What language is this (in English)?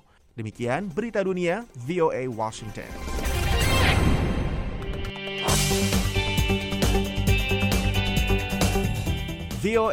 Indonesian